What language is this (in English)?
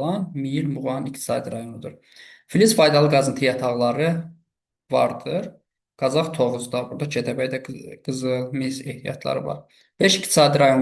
Azerbaijani